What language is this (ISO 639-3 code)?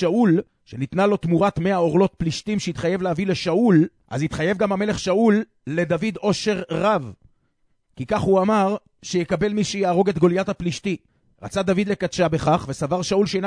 heb